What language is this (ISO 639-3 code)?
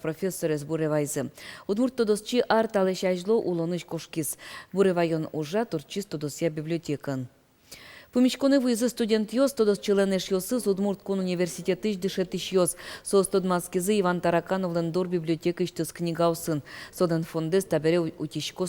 udm